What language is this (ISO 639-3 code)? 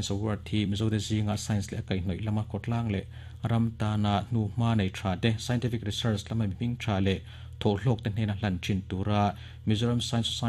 lus